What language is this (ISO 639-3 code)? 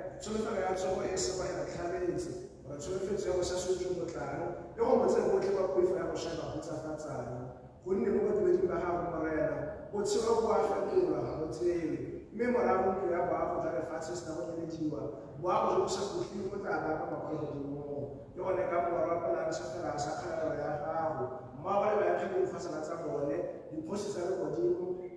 tsn